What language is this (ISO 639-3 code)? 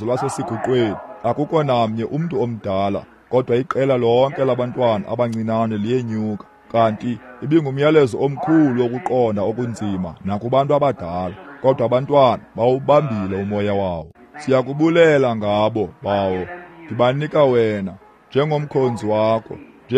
xho